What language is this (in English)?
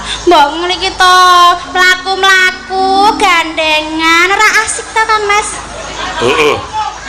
Javanese